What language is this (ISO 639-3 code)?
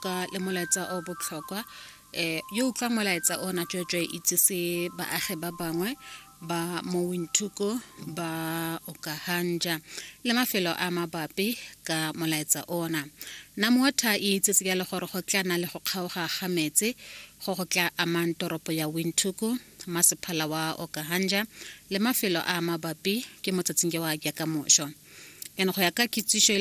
tsn